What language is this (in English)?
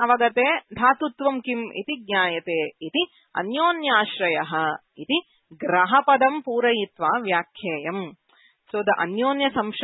Sanskrit